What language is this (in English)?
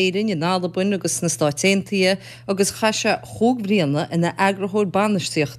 Irish